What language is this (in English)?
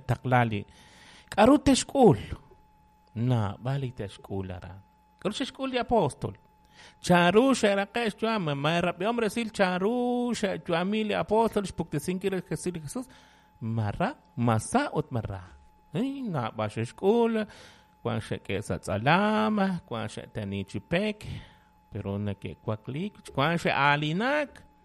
Kekchí